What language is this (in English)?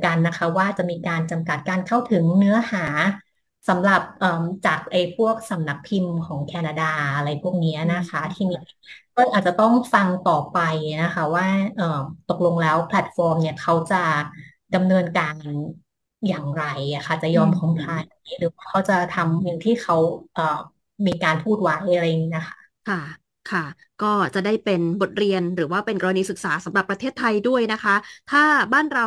Thai